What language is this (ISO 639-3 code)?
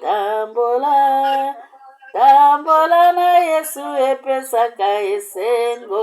lin